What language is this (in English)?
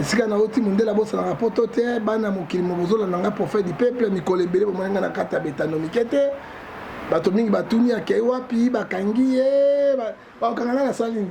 Lingala